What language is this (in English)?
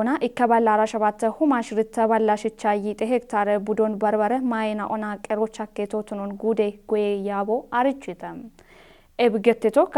Kafa